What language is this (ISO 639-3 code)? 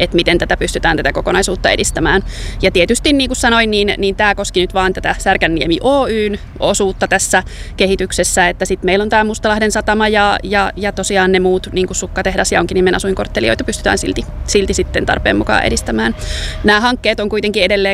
fin